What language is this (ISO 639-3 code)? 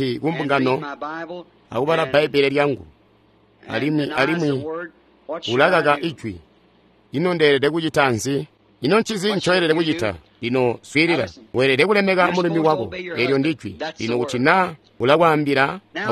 toi